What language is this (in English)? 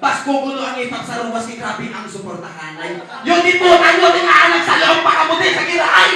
Hiligaynon